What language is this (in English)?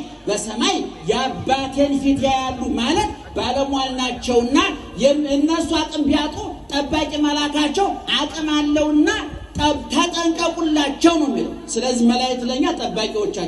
Amharic